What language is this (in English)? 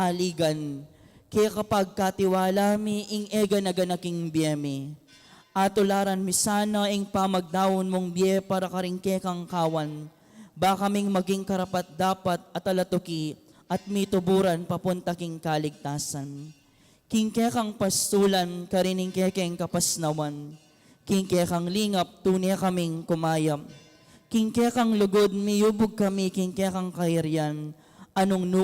Pampanga